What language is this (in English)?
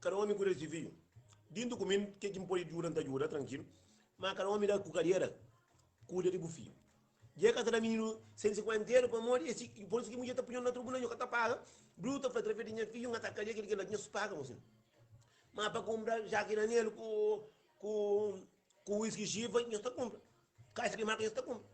Kabuverdianu